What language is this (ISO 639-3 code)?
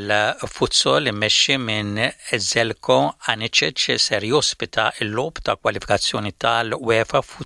mlt